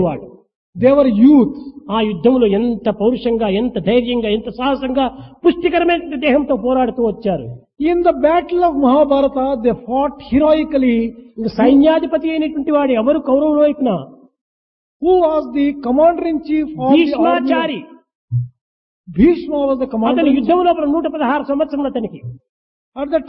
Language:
Telugu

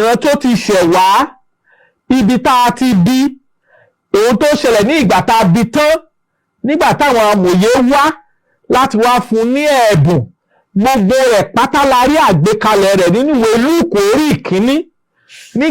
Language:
Yoruba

